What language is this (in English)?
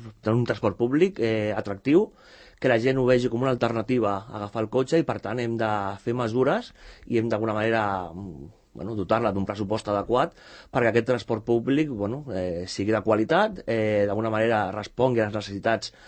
Catalan